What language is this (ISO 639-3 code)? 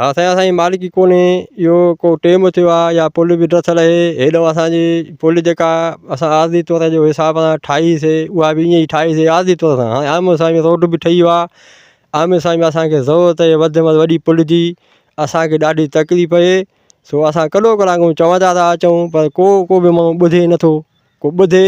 snd